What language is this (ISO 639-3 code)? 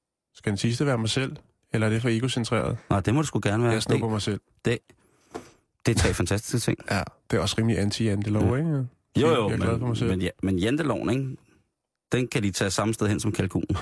dan